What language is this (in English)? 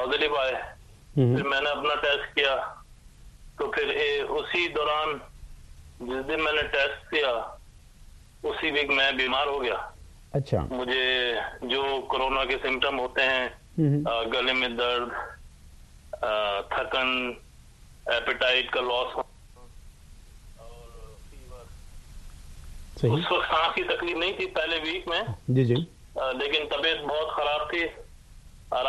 Urdu